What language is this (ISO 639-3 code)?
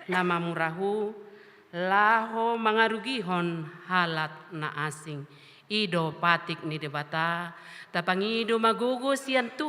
bbc